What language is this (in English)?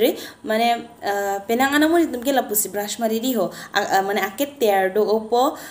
Karbi